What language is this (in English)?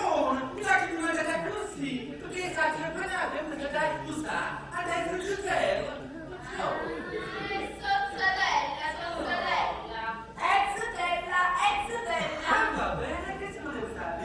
Neapolitan